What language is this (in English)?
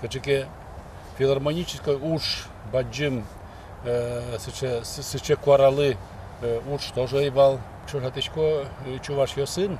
Udmurt